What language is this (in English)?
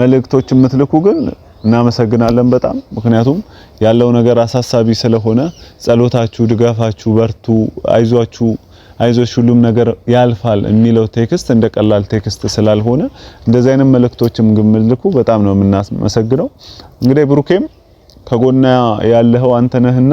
Amharic